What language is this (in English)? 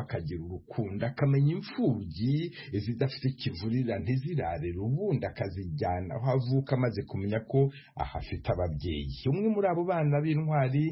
Kinyarwanda